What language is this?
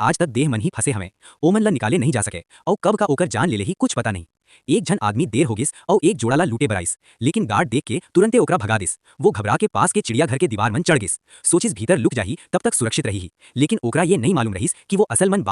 Chhattisgarhi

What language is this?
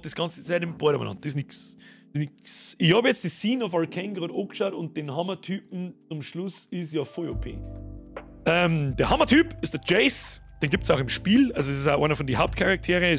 Bavarian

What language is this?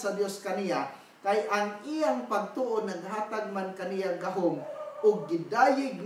Cebuano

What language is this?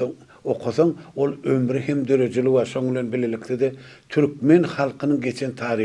Turkmen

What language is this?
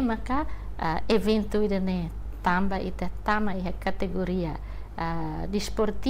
Tetum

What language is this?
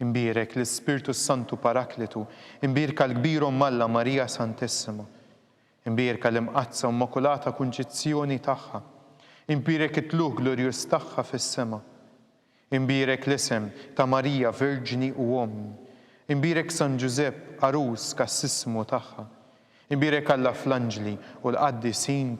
Maltese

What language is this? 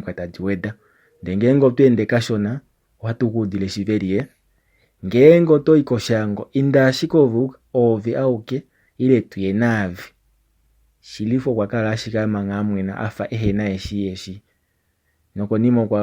Kuanyama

